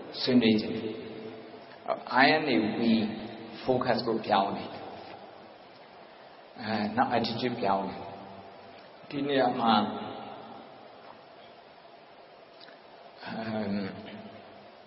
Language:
Burmese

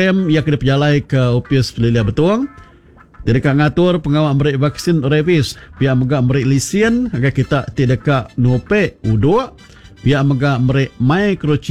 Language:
Iban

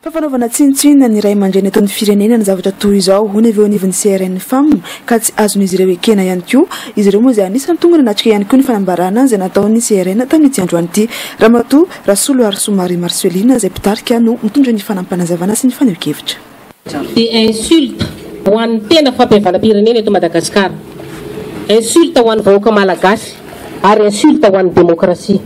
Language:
Malagasy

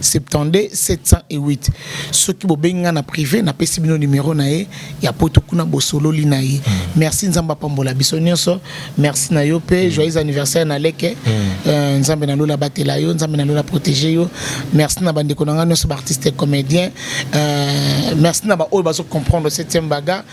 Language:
Lingala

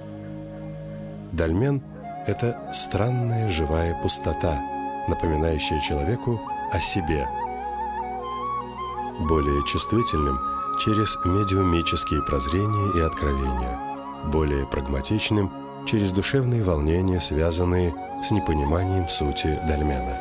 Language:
Russian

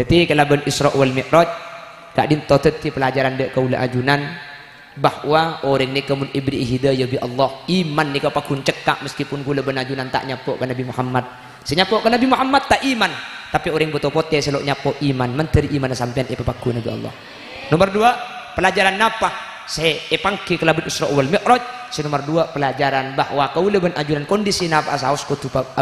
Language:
Madurese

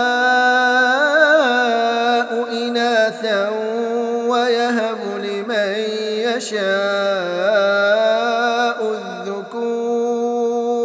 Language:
Arabic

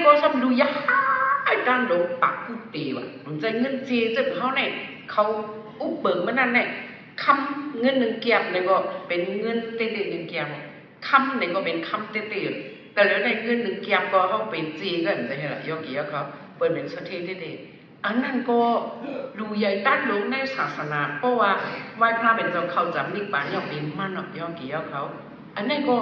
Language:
Shan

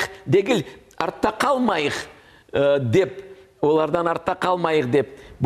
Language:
Crimean Tatar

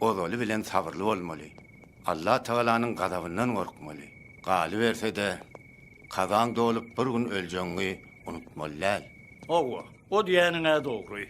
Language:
Turkmen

